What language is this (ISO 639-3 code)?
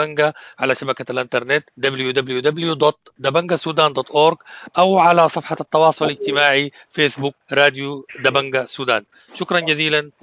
apd